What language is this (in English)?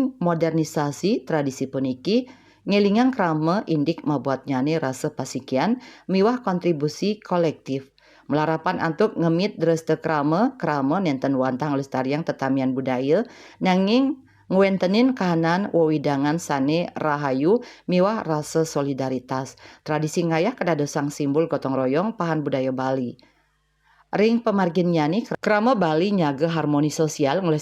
Balinese